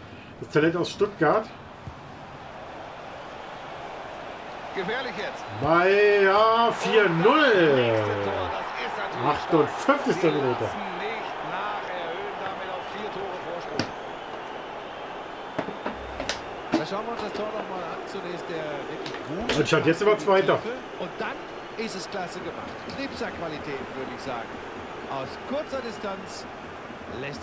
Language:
German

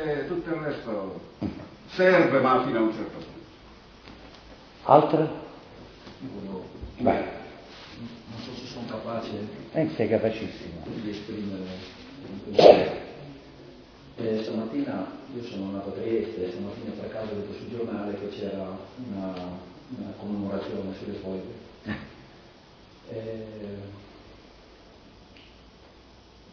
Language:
Italian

